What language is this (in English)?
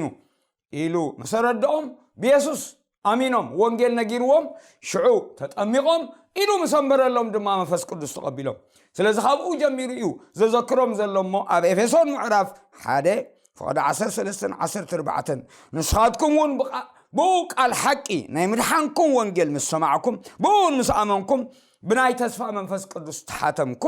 Tigrinya